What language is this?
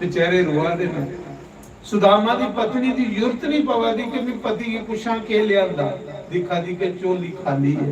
Dogri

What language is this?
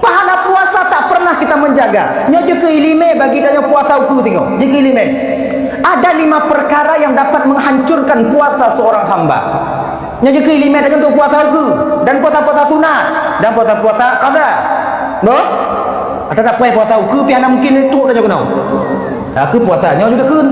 Achinese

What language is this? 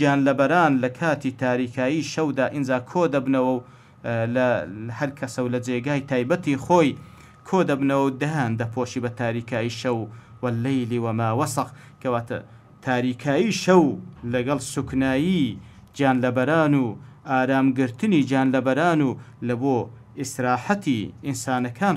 Central Kurdish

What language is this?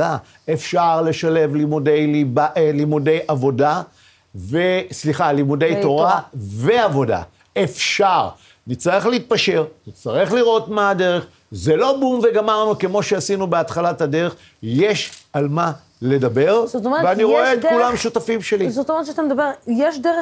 Hebrew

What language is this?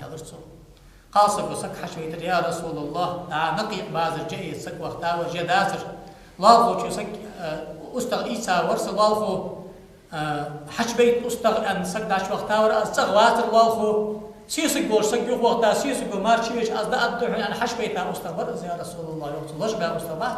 Ingush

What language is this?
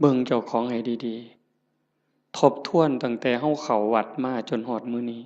Northeastern Thai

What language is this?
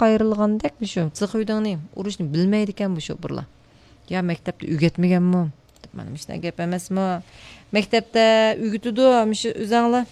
Uyghur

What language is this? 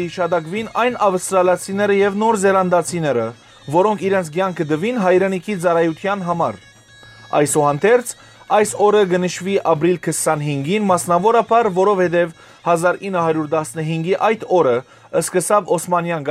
Western Armenian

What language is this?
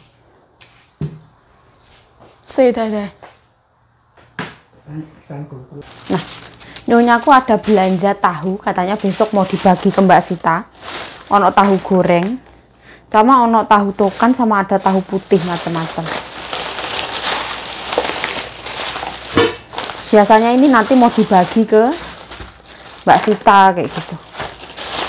Indonesian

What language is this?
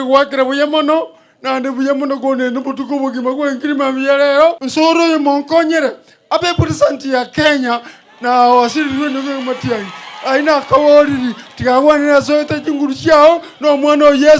Gusii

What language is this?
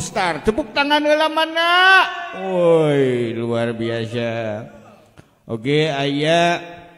Sundanese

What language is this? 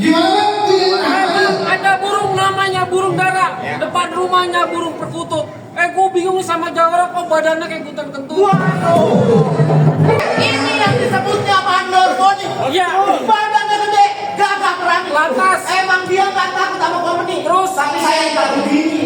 Betawi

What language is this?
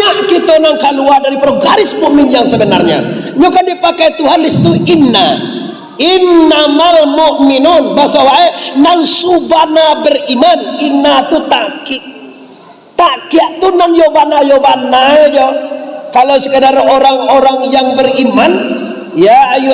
Minangkabau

